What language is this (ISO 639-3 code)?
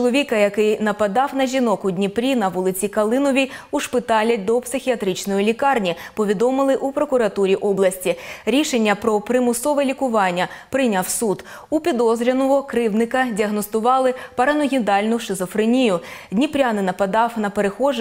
ukr